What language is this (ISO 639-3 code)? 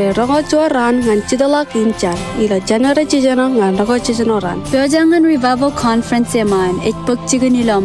mah